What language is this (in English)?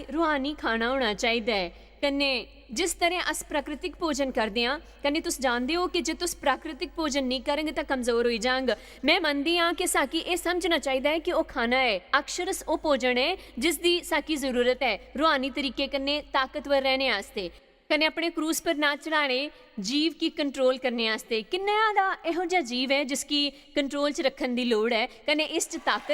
Dogri